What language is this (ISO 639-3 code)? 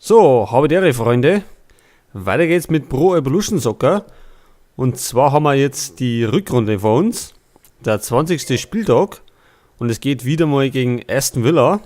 bar